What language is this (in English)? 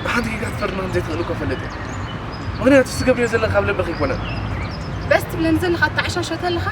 Tigrinya